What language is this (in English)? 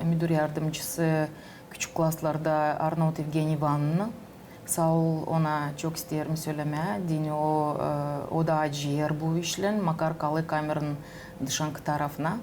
Gagauz